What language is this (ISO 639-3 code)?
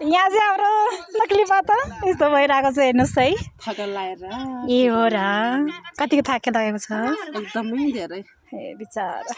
nep